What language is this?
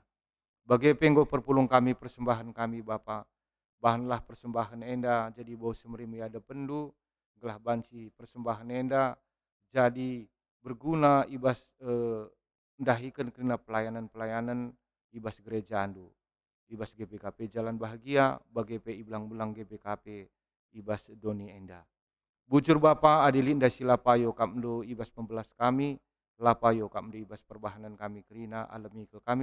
Batak Karo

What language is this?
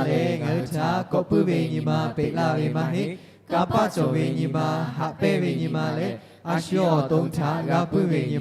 Lahu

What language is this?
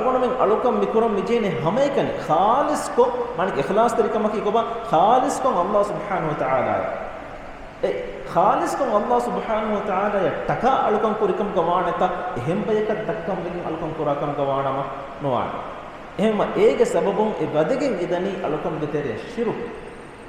Divehi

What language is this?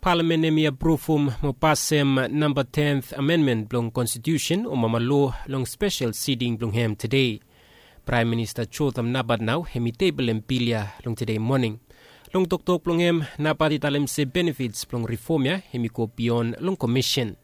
Bislama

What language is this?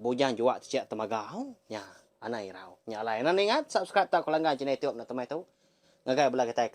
Iban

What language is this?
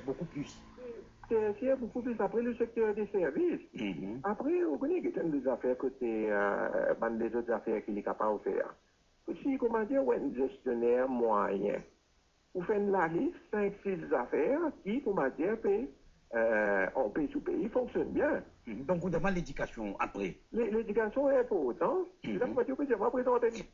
Morisyen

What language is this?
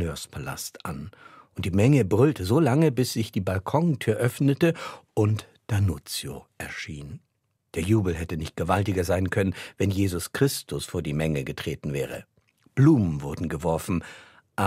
Swiss German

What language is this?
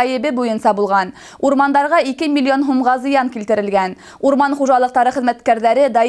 Bashkir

